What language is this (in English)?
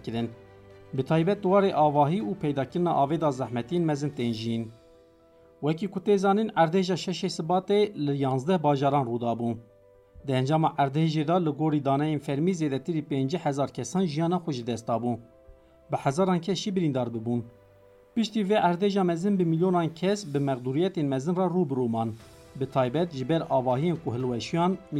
Kurdish